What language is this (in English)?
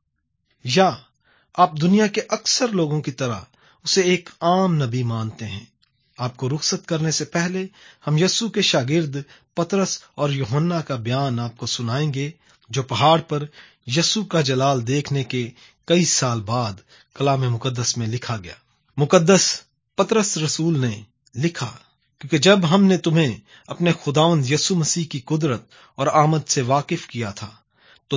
Urdu